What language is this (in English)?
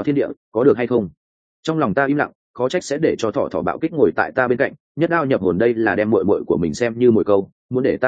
Vietnamese